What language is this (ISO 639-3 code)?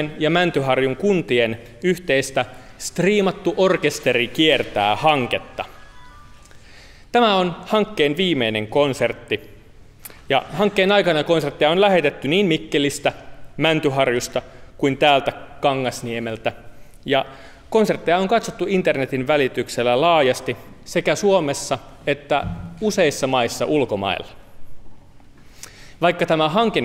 fin